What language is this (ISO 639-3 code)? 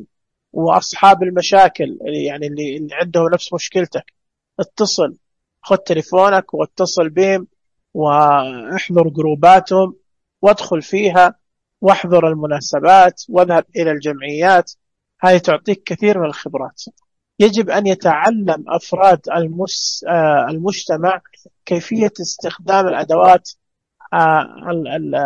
ars